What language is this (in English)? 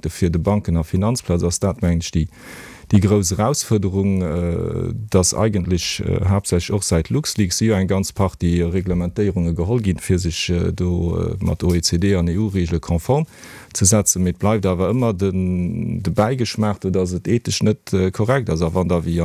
Luxembourgish